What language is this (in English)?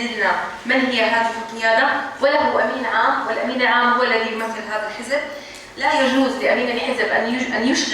North Levantine Arabic